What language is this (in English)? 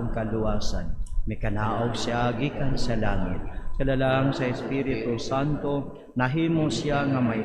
Cebuano